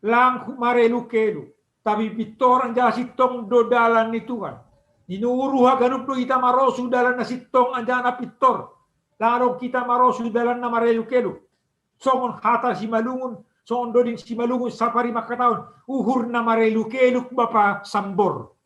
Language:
Batak Simalungun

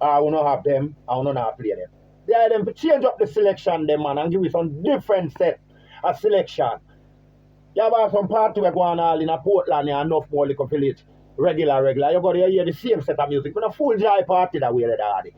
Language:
Jamaican Creole English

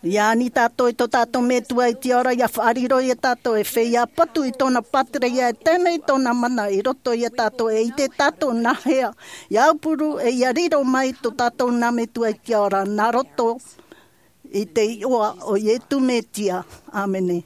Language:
Tahitian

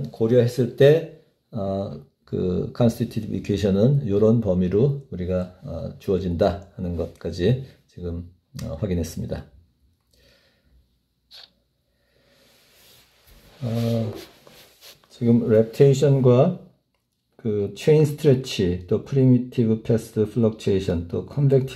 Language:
Korean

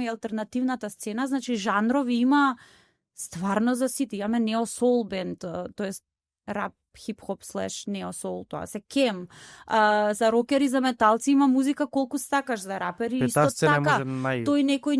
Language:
Macedonian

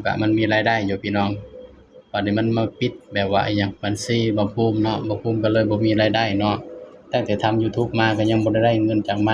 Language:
Northeastern Thai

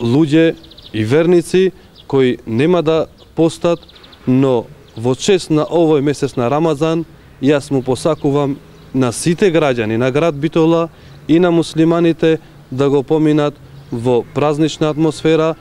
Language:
Macedonian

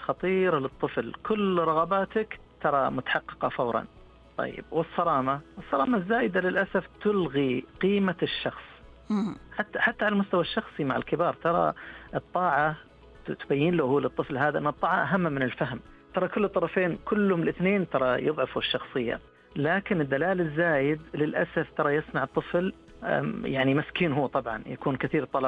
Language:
Najdi Arabic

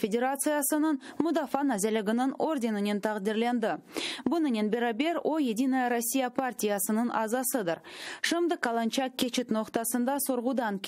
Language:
Crimean Tatar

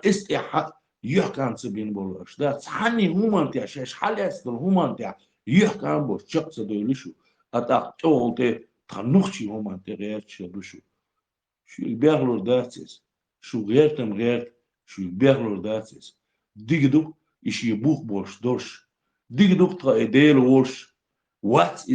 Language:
Chechen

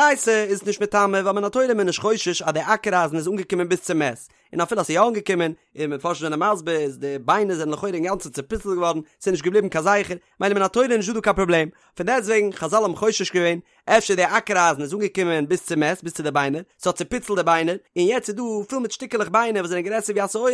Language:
Yiddish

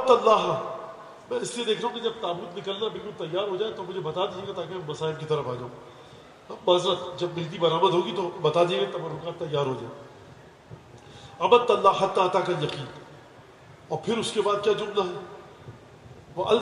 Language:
Urdu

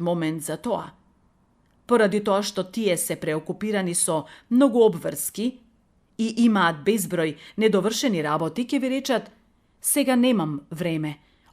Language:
Macedonian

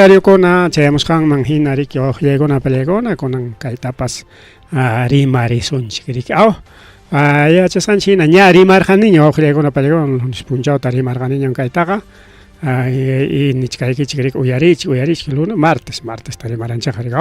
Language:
Ayacucho Quechua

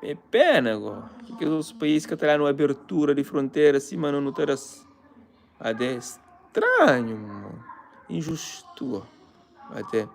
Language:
Kabuverdianu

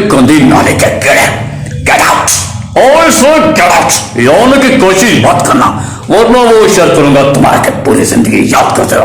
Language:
Saraiki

